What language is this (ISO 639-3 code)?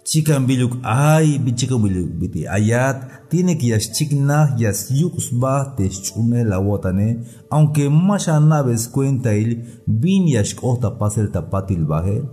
tzh